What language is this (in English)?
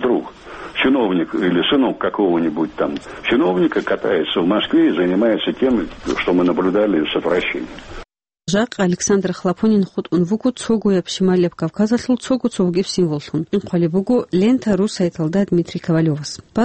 Avaric